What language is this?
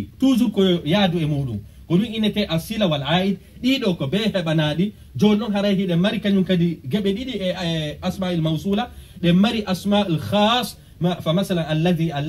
Pular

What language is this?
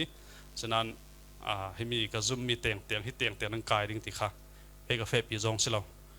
Falam Chin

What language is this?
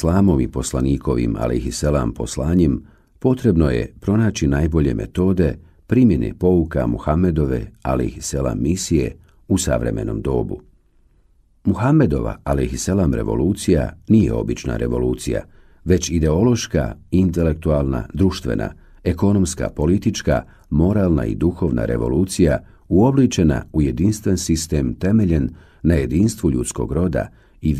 Bosnian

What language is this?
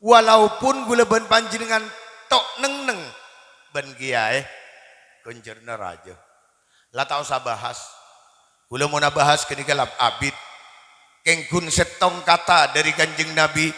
Madurese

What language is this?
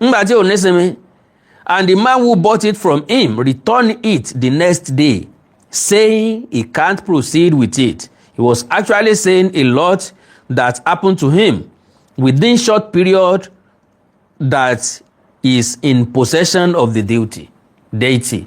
Yoruba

